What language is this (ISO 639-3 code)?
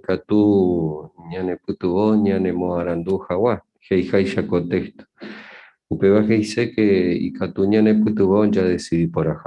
grn